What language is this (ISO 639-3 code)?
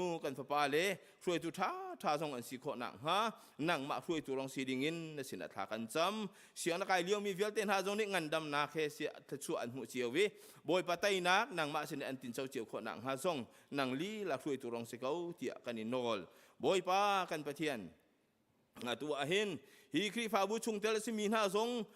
cnh